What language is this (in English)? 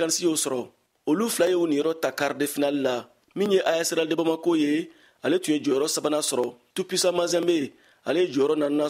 Bambara